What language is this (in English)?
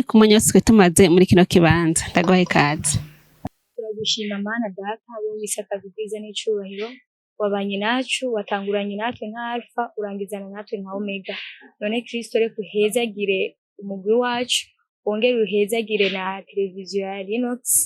Rundi